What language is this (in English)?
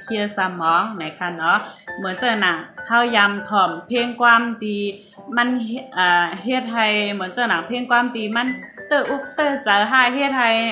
Shan